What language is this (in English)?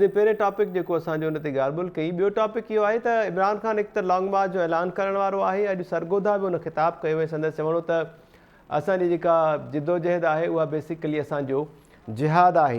Sindhi